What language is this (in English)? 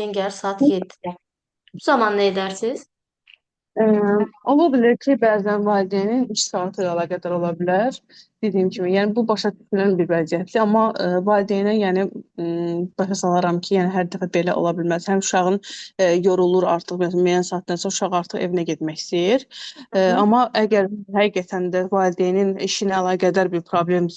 Azerbaijani